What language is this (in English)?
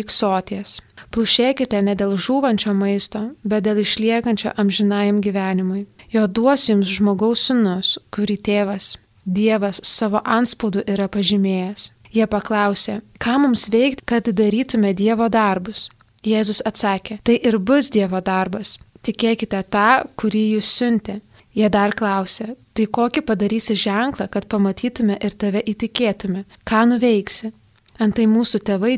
Lithuanian